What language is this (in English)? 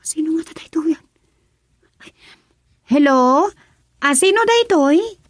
Iloko